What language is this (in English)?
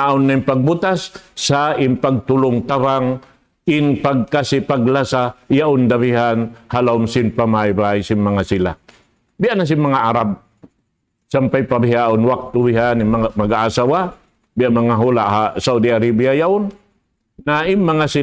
Tausug